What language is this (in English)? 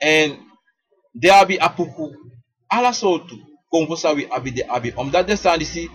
Sranan Tongo